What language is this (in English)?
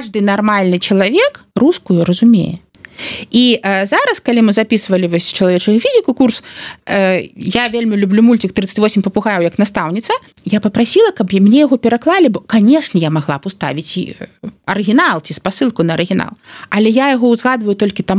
Belarusian